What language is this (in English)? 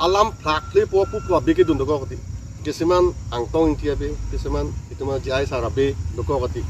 Karbi